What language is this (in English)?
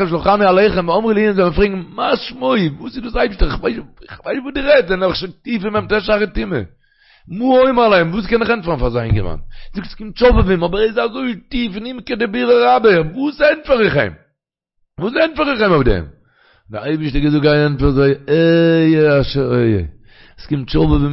Yiddish